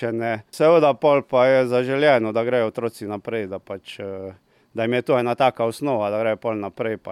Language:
Slovenian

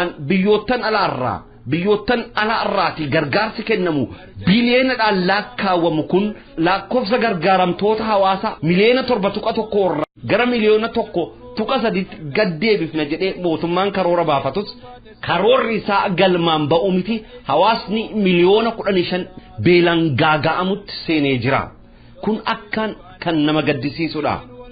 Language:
Oromo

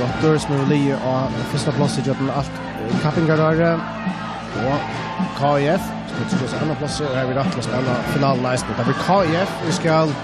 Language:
Faroese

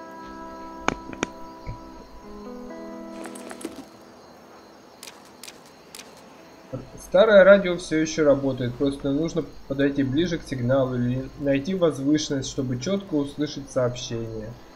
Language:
Russian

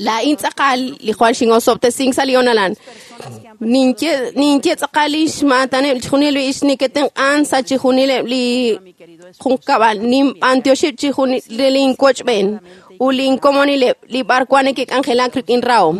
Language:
Kekchí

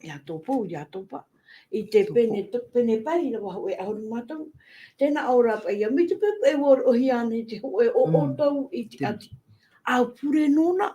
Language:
Tahitian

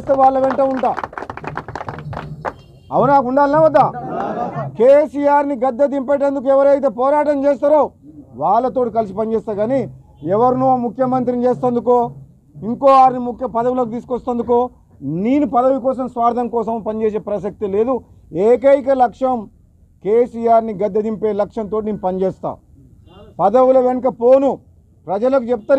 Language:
Telugu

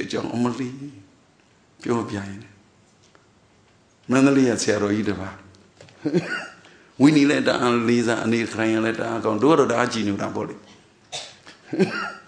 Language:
Burmese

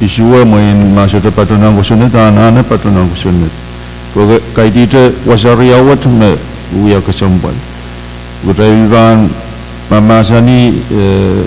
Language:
Pohnpeian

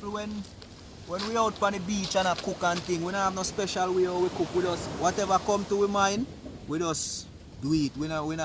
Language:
Jamaican Creole English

